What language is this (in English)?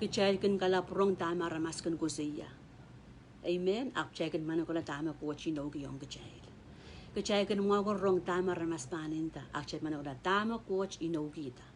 Pohnpeian